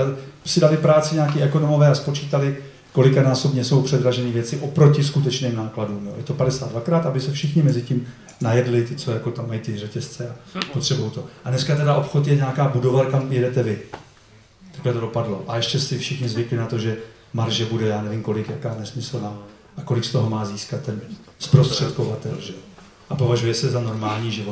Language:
Czech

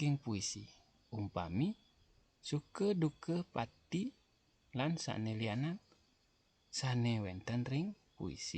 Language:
Balinese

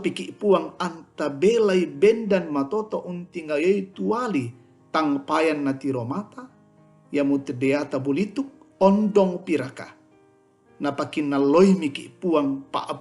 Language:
Toraja-Sa'dan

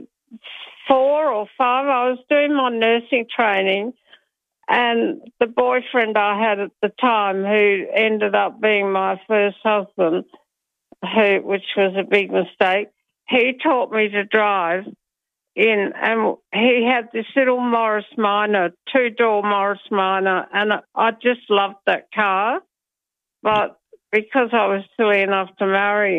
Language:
English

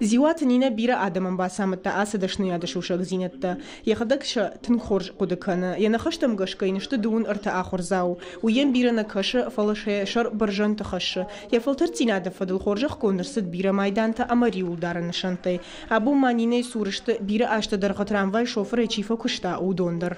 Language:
Ossetic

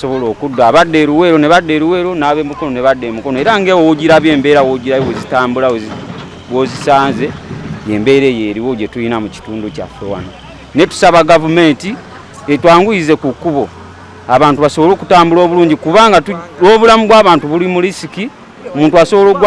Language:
Ganda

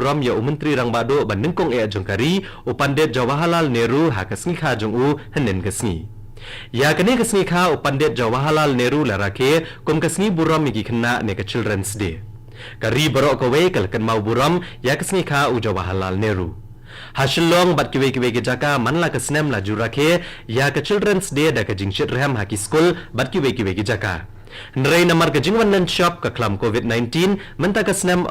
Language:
Khasi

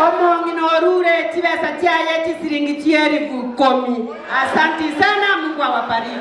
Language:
Gusii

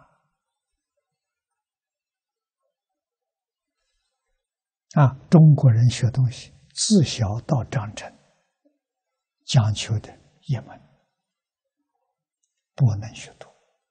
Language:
Chinese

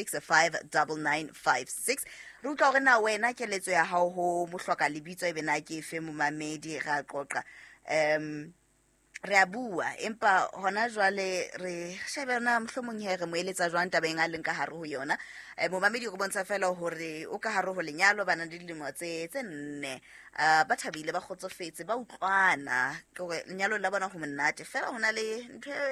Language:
Southern Sotho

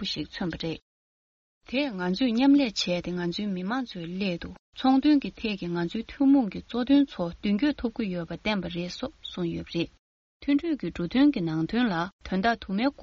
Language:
Tibetan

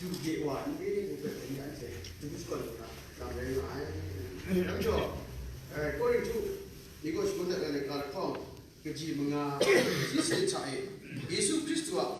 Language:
Kachin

